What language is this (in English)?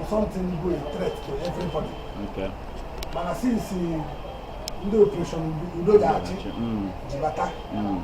Igbo